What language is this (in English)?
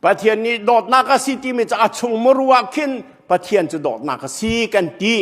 Hakha Chin